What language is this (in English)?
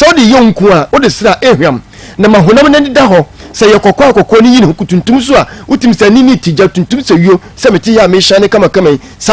Akan